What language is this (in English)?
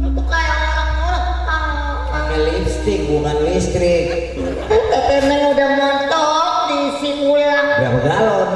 Betawi